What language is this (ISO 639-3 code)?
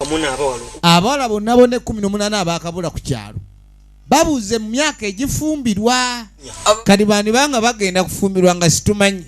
xog